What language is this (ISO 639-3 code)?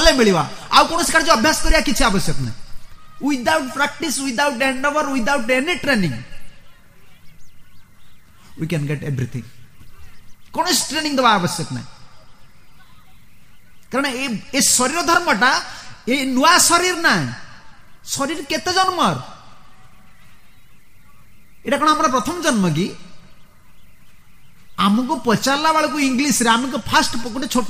ori